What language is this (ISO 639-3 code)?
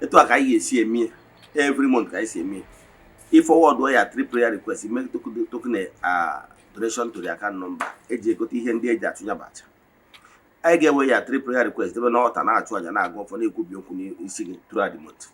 ibo